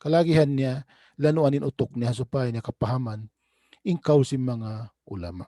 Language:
Tausug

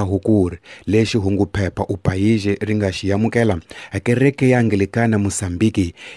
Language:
Tsonga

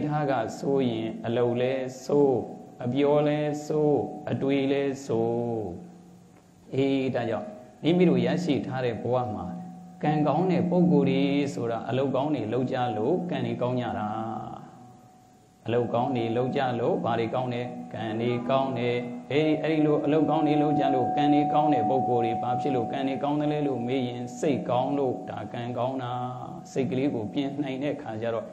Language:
Burmese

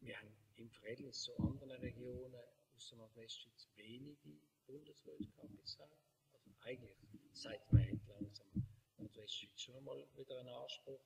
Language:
Swiss German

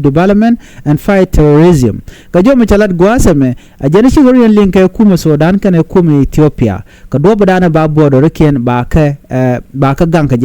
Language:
Nuer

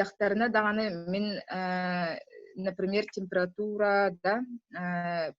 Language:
Yakut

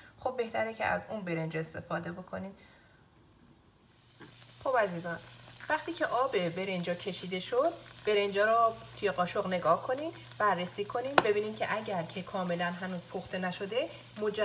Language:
Persian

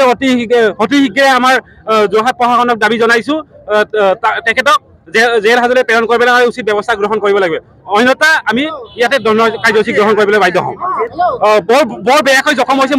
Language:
Assamese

